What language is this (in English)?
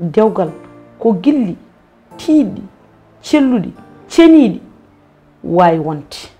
Fula